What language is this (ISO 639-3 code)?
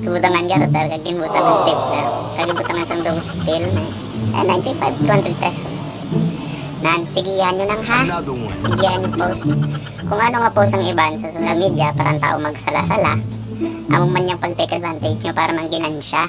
hil